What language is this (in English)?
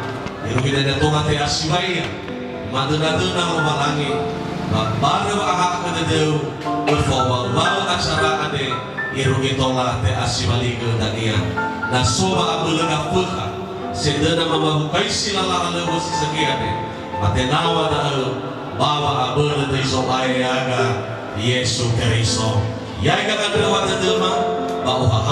Nias